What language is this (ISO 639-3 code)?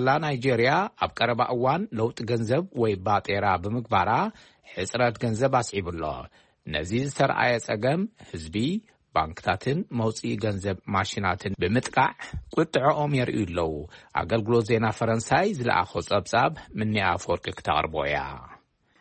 tir